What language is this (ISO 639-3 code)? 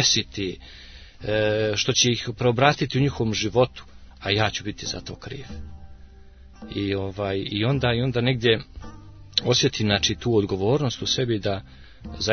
srp